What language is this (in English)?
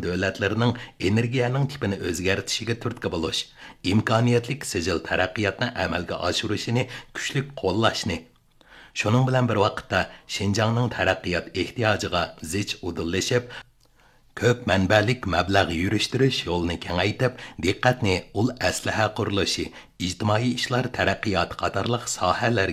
Uyghur